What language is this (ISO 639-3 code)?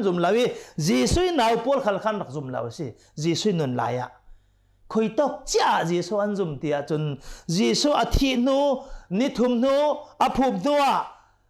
cnh